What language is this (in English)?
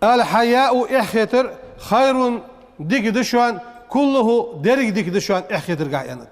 Ingush